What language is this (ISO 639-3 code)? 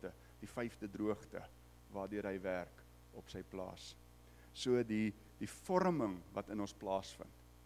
afr